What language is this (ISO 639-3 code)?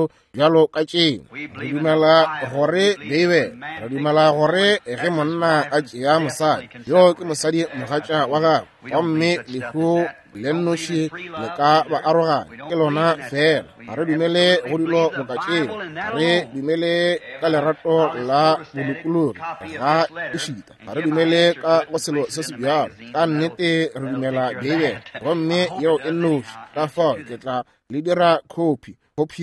nso